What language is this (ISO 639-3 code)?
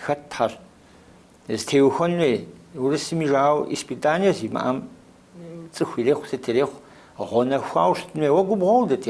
kbd